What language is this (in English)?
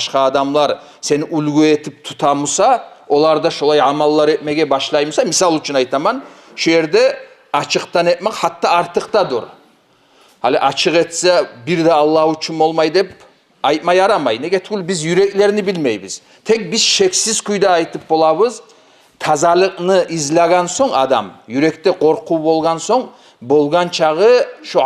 Kumyk